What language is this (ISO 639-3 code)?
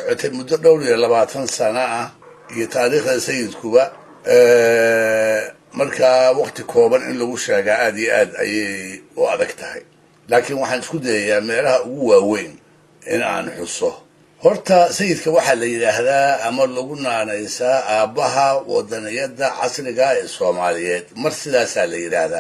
som